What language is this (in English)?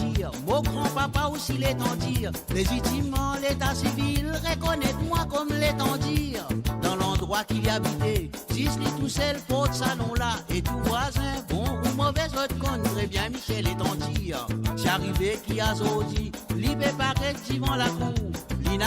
Morisyen